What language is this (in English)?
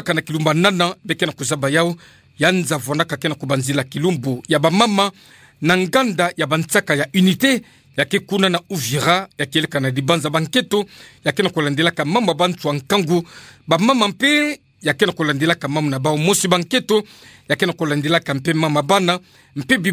Kituba (Democratic Republic of Congo)